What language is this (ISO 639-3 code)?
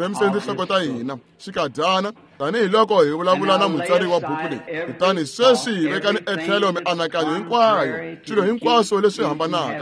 tso